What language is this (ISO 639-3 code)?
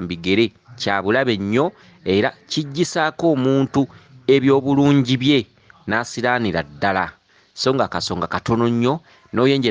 lug